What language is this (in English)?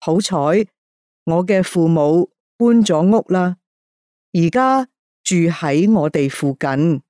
Cantonese